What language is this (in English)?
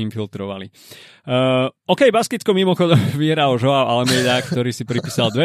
Slovak